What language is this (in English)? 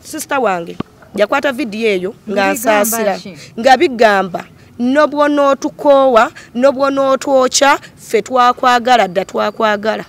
Ganda